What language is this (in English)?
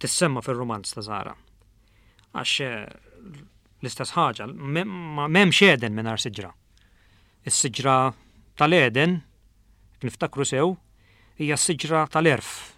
Maltese